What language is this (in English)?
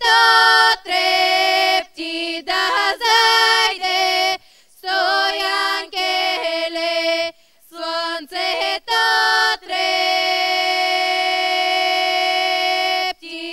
Bulgarian